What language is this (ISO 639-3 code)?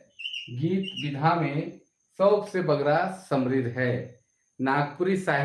sck